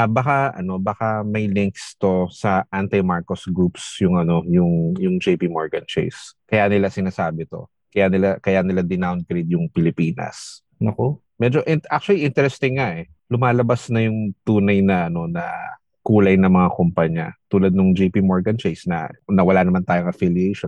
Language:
Filipino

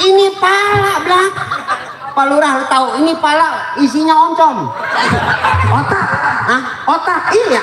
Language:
Betawi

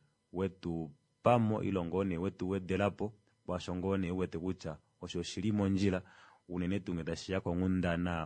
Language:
Kuanyama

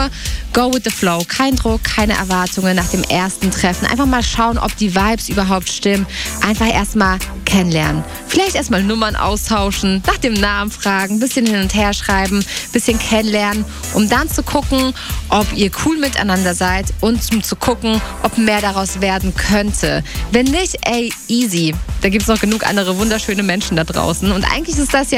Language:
German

